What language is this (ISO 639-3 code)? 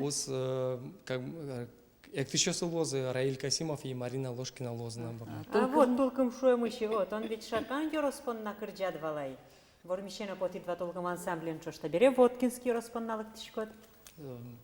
udm